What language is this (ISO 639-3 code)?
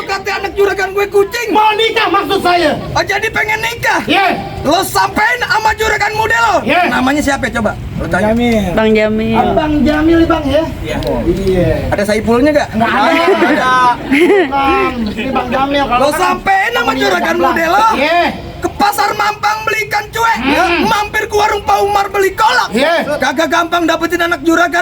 bew